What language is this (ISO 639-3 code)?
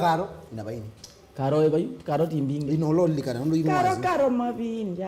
kam